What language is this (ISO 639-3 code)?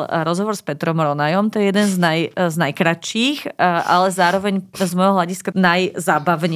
slk